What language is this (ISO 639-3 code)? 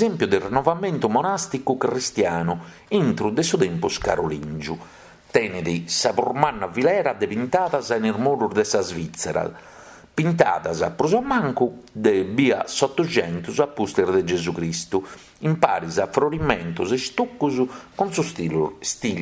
srd